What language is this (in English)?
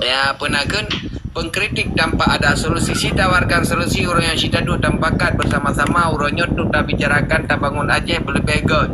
Achinese